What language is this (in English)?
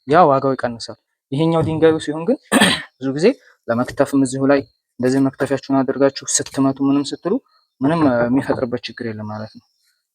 Amharic